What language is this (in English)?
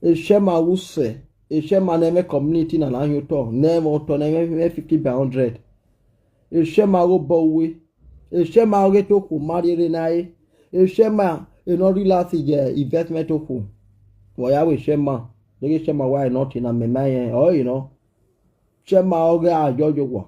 Nigerian Pidgin